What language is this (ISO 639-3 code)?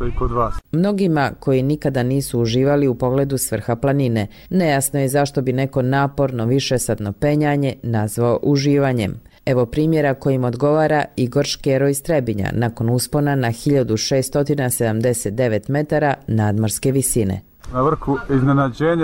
bos